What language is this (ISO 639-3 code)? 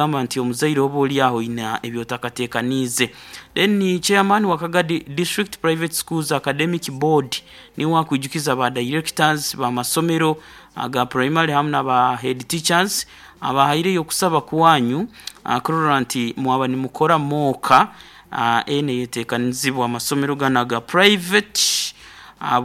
nyn